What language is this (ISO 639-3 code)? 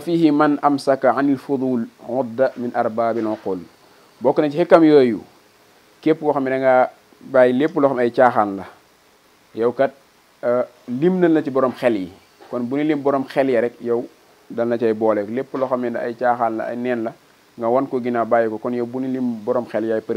wol